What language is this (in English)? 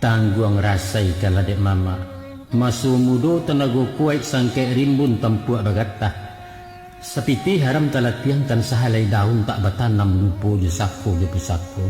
Minangkabau